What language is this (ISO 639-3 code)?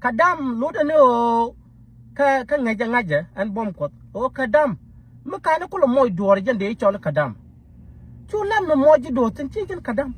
nus